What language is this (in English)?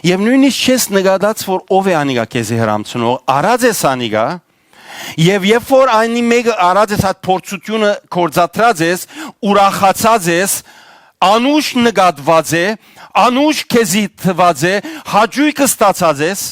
Western Armenian